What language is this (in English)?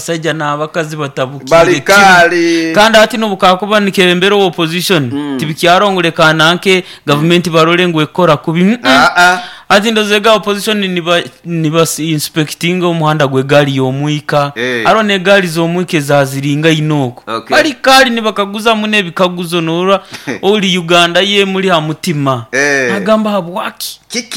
Nyoro